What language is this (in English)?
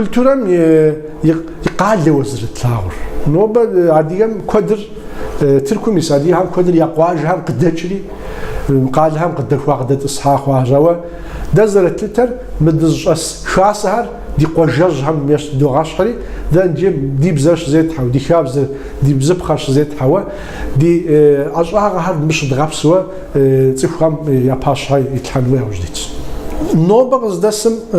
Kabardian